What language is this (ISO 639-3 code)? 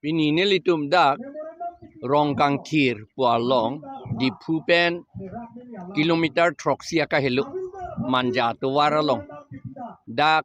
mjw